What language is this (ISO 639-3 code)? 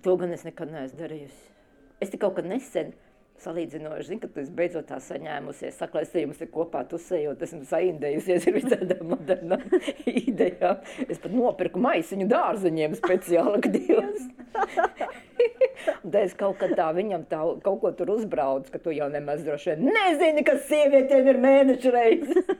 lav